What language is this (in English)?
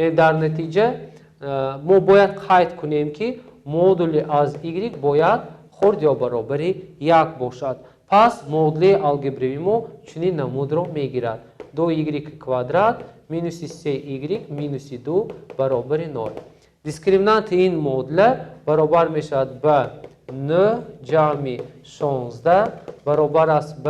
Tajik